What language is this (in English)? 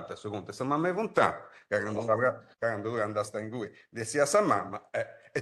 Sardinian